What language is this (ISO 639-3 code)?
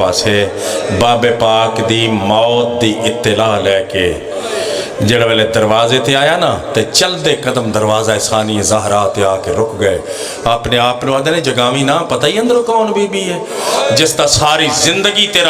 phr